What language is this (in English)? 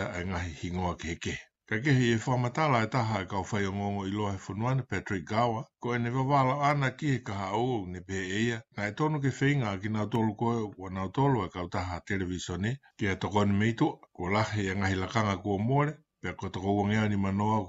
Tongan